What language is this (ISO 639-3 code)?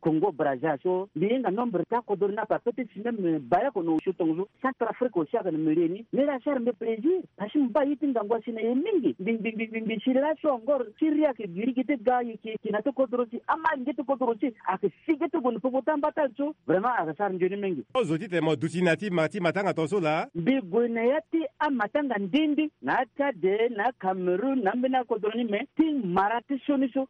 sag